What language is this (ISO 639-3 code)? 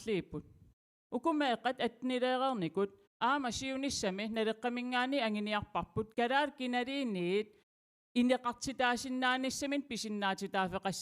kal